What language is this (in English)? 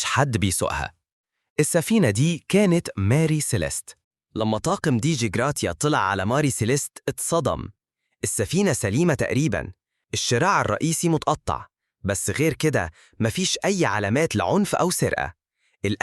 Egyptian Arabic